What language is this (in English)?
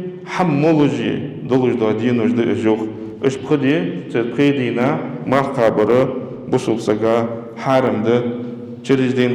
Ingush